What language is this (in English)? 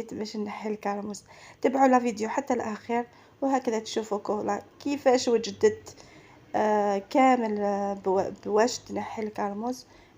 Algerian Arabic